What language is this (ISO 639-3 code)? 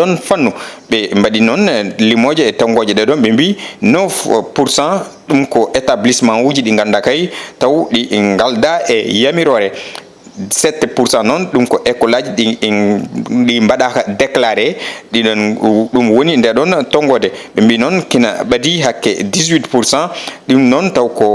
ful